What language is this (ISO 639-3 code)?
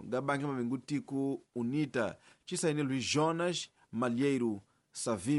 tso